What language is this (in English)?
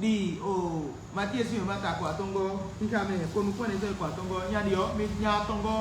Fon